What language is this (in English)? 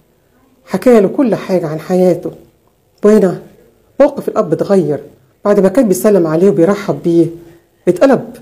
Egyptian Arabic